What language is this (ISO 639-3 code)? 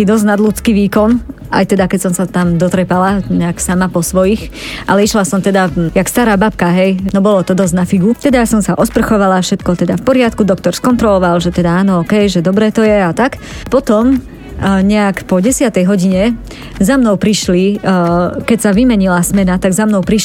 slk